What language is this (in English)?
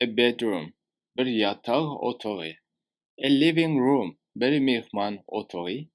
Turkmen